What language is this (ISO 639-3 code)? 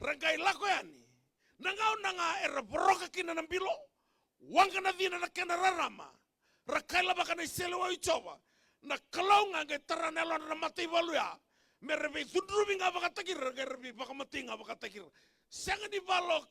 fij